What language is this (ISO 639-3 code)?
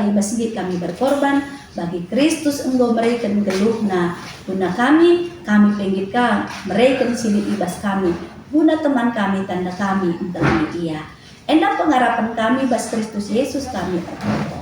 btx